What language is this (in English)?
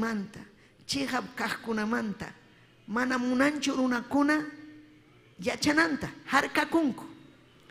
Ayacucho Quechua